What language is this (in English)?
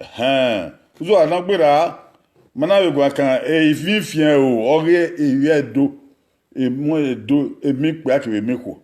Bini